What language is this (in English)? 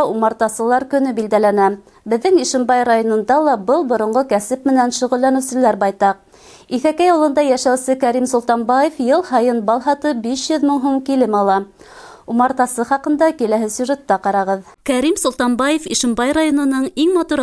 Bashkir